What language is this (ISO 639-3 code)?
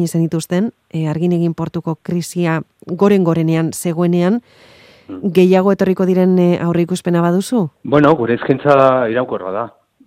eus